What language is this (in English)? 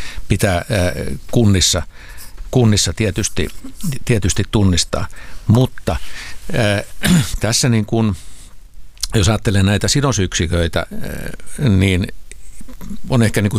Finnish